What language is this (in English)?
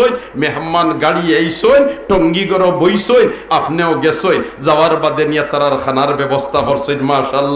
Sylheti